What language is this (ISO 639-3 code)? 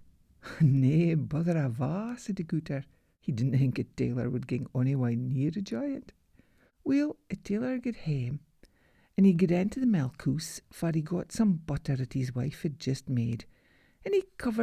sco